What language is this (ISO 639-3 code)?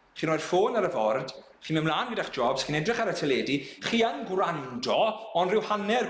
cym